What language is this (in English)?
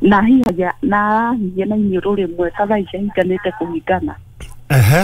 Kikuyu